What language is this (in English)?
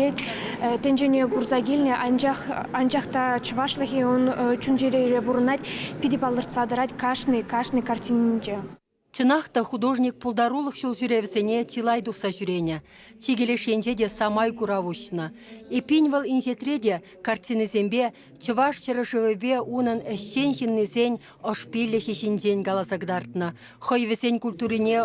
Chuvash